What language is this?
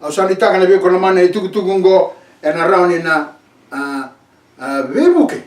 Fijian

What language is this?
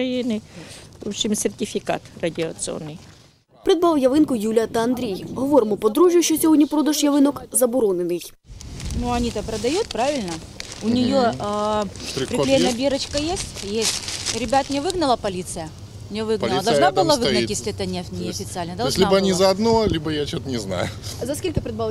Ukrainian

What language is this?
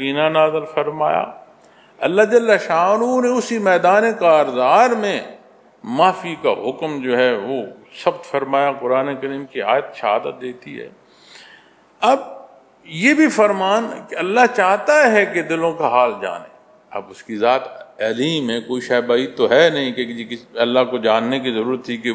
Urdu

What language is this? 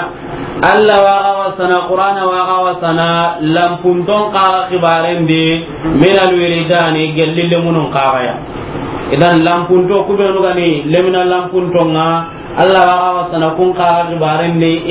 Soninke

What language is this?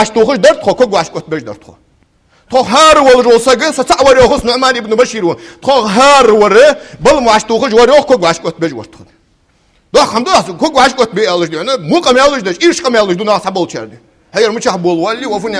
Ingush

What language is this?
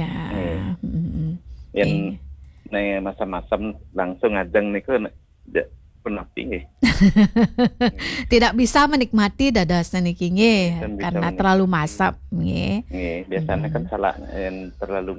Balinese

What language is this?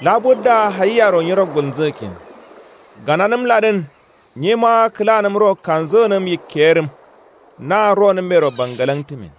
Kanuri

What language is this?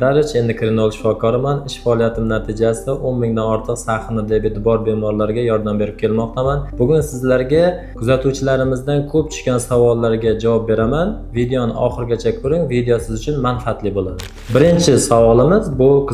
Uzbek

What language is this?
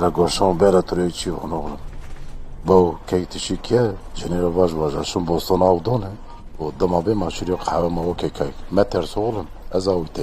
Zaza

